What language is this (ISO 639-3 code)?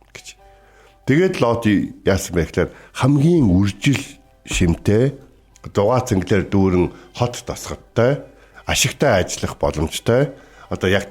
mon